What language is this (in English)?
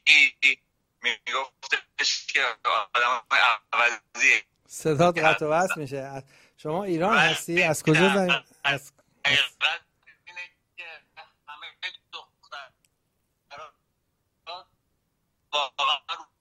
Persian